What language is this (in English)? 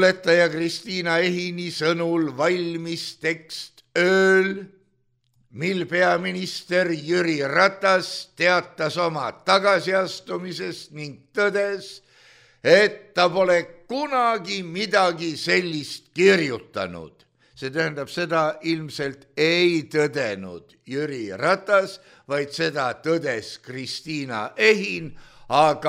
Estonian